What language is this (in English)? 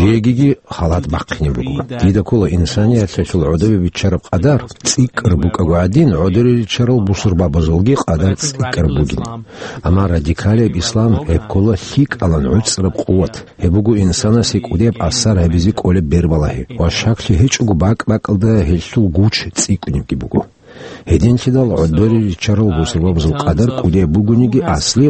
Avaric